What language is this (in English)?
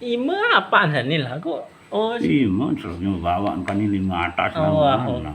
Sasak